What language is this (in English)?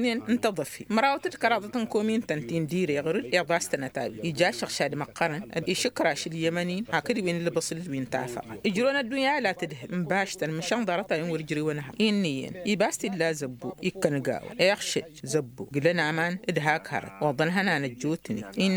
Tamasheq